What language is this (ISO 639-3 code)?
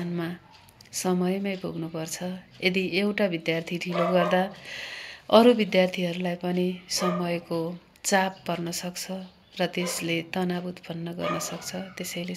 nep